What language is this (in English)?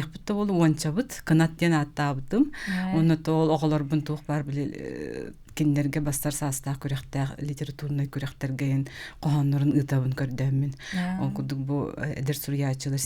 Yakut